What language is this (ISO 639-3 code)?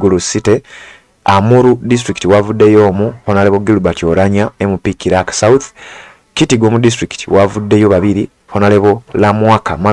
lug